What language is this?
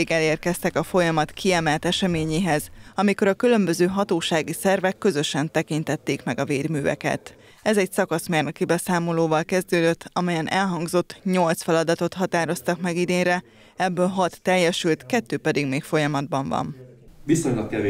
Hungarian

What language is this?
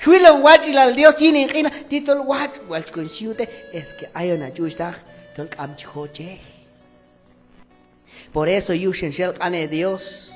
Q'anjob'al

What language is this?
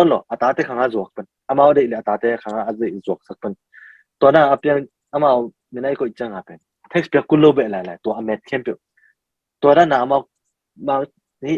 Tedim Chin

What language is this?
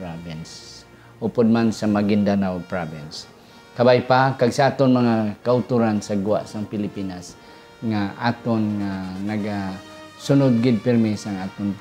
Hiligaynon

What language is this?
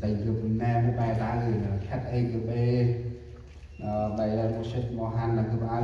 Central Mnong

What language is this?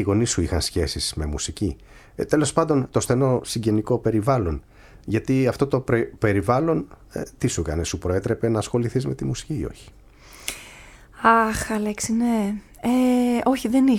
Greek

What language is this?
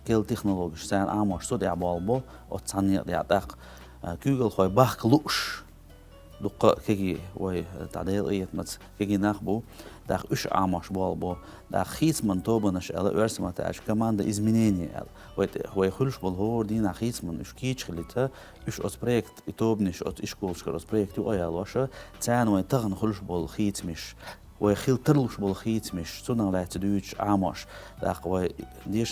Chechen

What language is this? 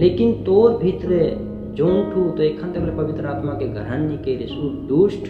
Sadri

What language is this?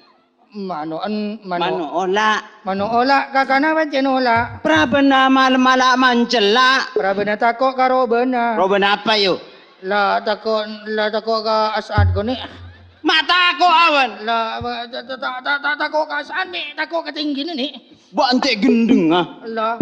Madurese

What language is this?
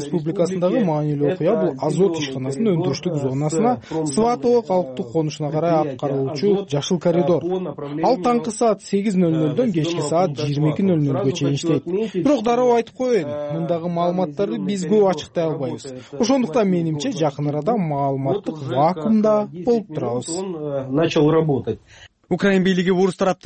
Kyrgyz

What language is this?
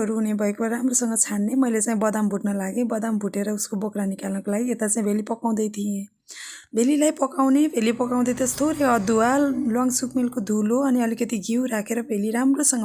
Nepali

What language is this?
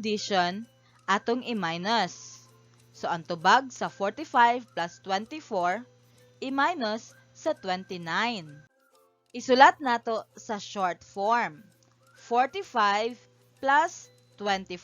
Cebuano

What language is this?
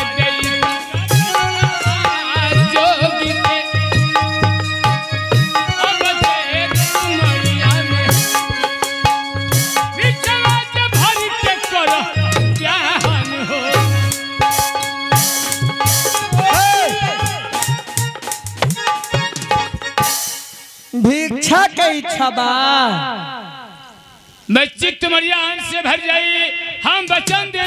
Bhojpuri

